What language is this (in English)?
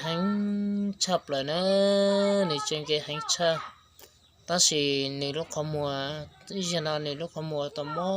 Hmong